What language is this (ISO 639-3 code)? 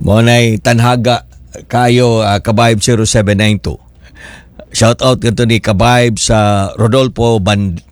ceb